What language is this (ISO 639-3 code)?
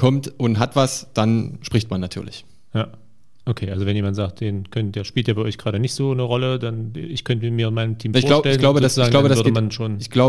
deu